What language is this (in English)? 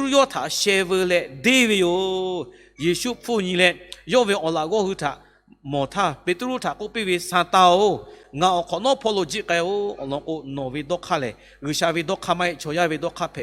Lahu